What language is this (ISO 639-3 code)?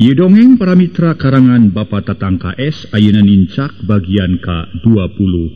sun